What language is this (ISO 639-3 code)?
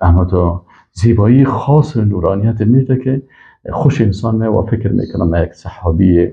fas